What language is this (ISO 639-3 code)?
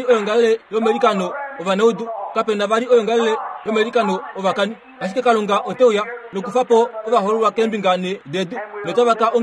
kua